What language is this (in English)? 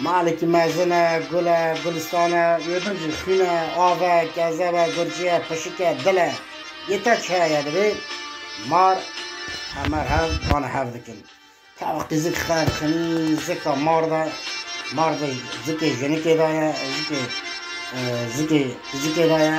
Kurdish